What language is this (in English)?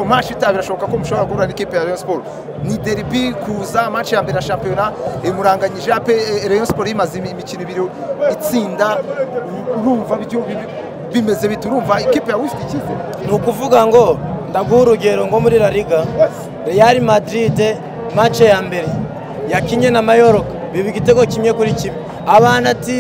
Kinyarwanda